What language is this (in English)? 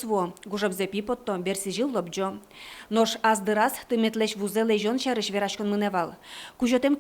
Udmurt